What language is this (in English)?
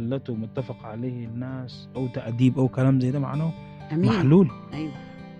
Egyptian Arabic